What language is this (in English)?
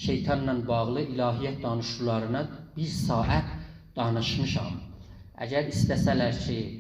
South Azerbaijani